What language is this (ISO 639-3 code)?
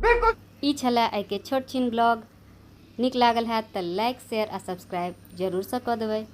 mai